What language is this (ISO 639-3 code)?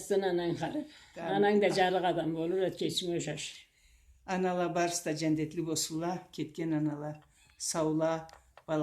krc